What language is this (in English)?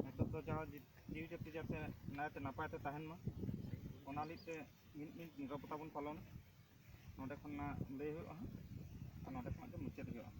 Santali